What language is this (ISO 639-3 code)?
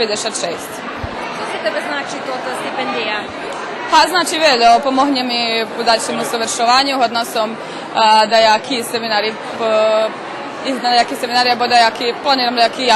rue